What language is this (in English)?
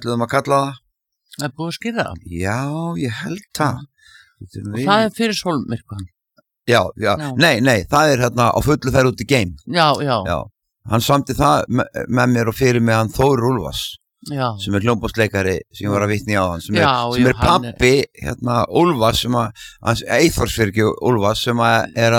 Icelandic